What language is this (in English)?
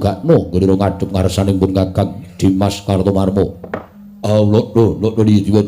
Javanese